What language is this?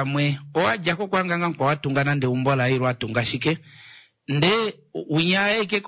Kuanyama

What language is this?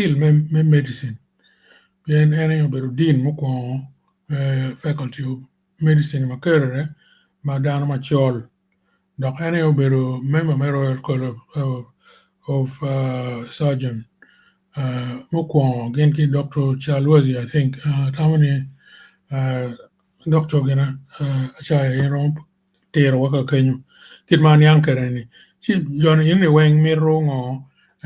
Acoli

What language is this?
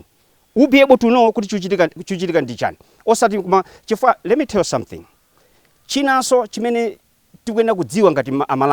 Nyanja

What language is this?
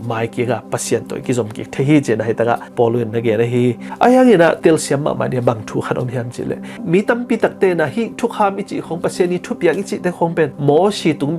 Tedim Chin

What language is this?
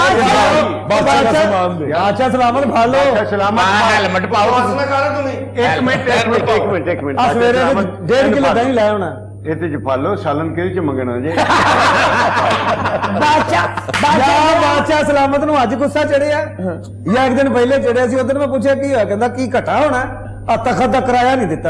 Punjabi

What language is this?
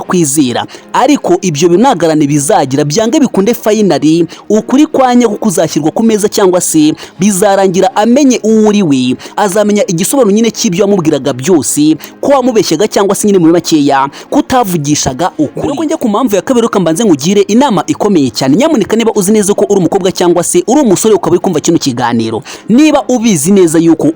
Kinyarwanda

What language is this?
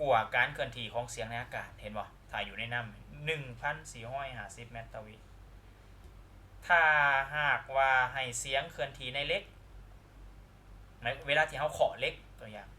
Lao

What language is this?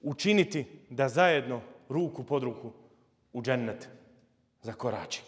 Bosnian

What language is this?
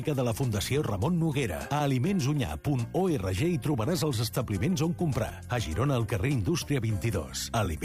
Catalan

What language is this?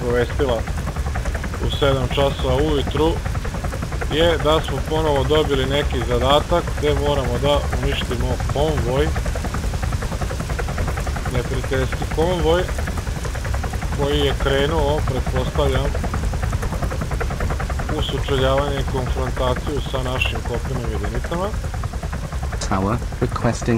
Serbian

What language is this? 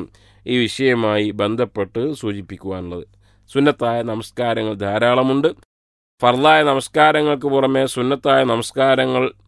Malayalam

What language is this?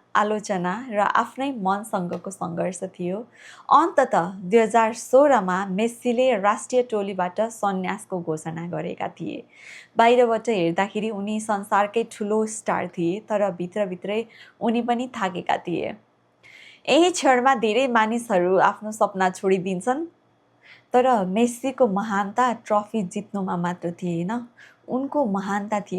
Nepali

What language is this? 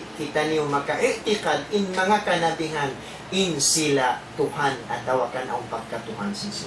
Tausug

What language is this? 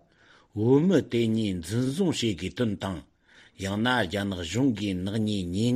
Tibetan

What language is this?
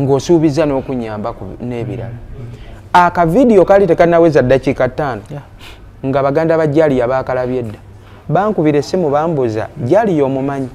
Ganda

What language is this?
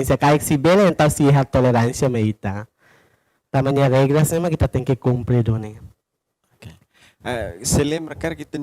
Tetum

